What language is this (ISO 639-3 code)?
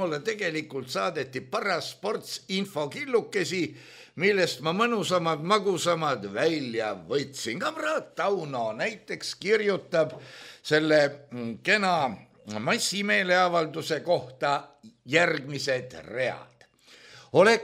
est